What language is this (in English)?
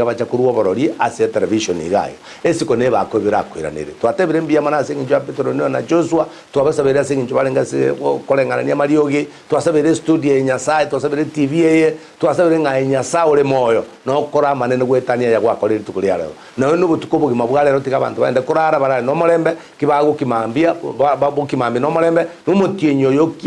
Gusii